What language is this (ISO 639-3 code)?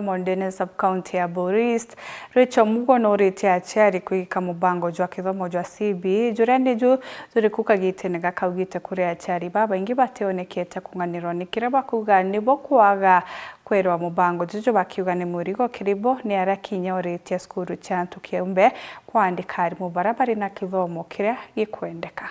mer